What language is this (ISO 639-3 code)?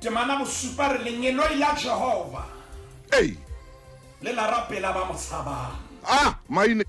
sot